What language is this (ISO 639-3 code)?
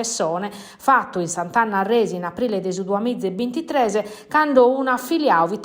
srd